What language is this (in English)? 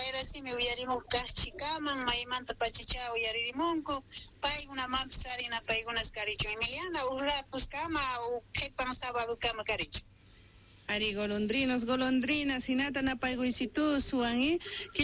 South Bolivian Quechua